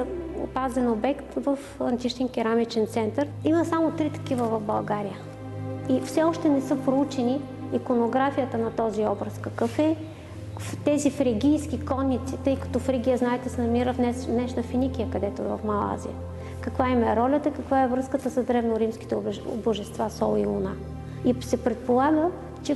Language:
Bulgarian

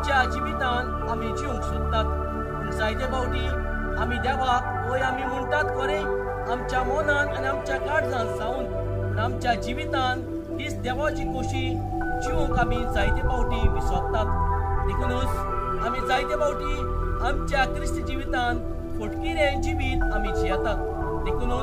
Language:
Konkani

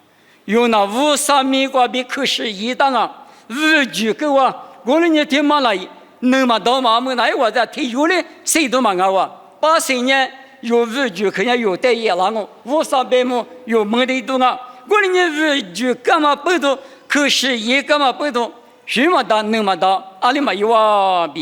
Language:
Lisu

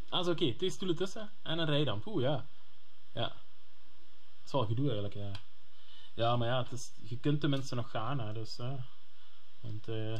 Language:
Dutch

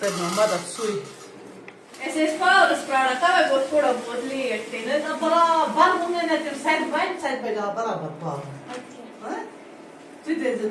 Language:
Kashmiri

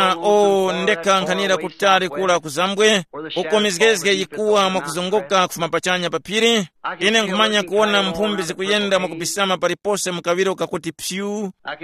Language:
Tumbuka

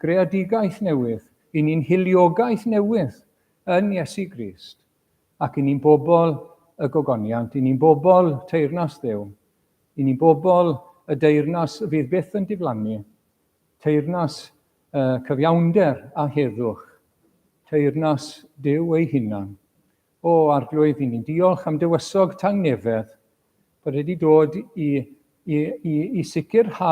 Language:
Welsh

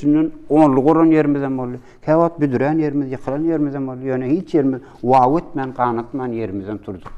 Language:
Turkmen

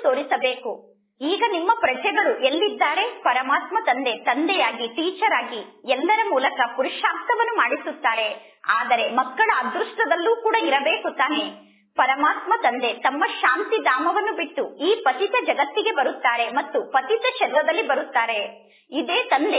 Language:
Kannada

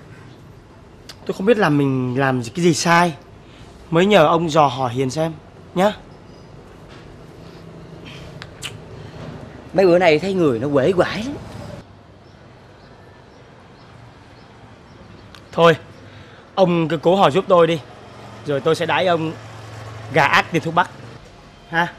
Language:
Vietnamese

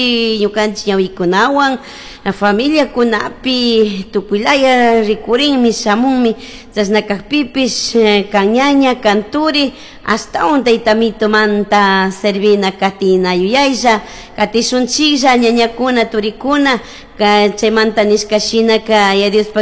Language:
Chimborazo Highland Quichua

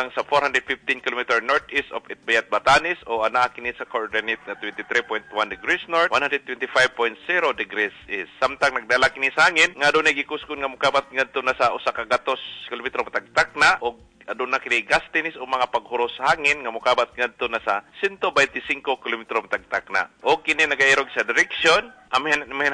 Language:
Cebuano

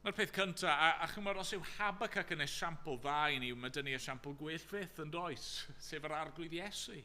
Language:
Welsh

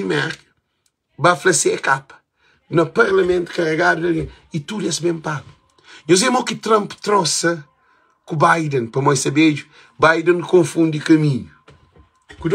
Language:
Kabuverdianu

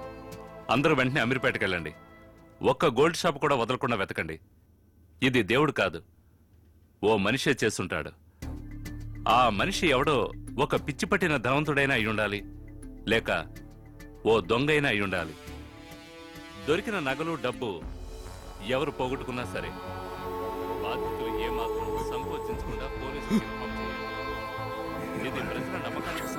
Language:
Telugu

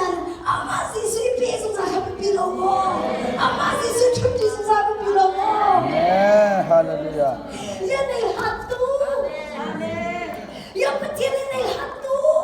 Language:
Hakha Chin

